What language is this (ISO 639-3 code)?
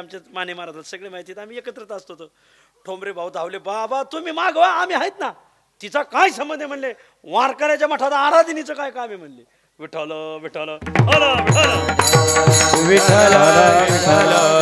mar